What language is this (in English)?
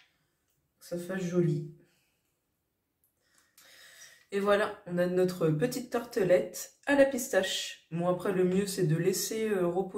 French